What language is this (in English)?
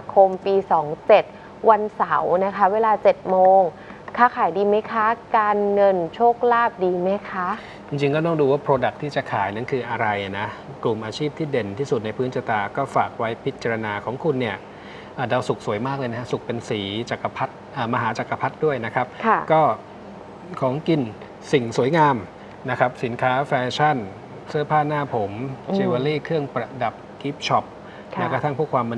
Thai